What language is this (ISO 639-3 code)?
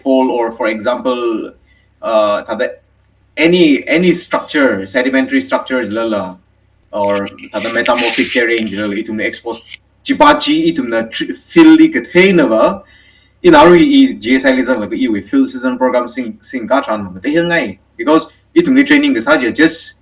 nmf